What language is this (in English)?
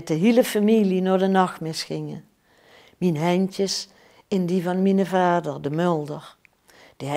Limburgish